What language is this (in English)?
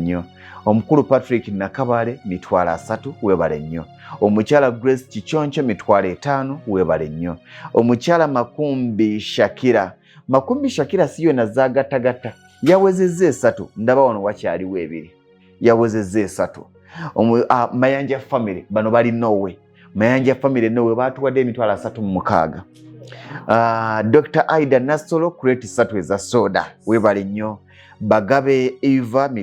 Ganda